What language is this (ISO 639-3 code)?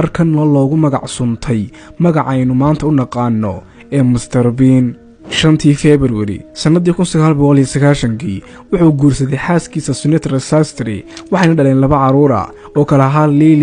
som